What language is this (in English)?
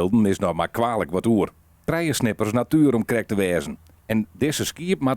Western Frisian